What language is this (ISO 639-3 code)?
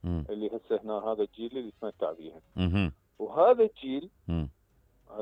acm